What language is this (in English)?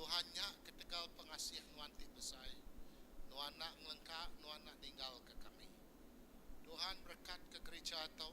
Iban